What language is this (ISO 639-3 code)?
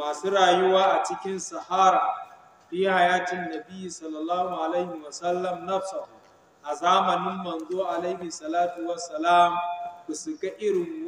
hau